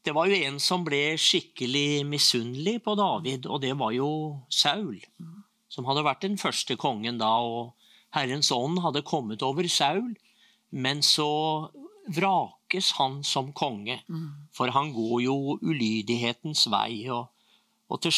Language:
Norwegian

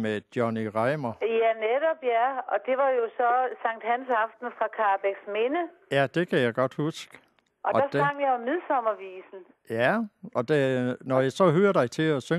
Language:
Danish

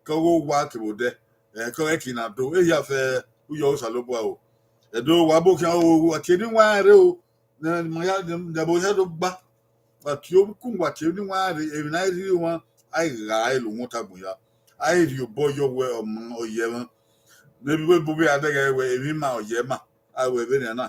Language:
Bini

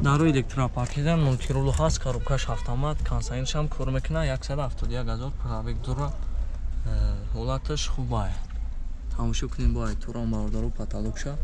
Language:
Tajik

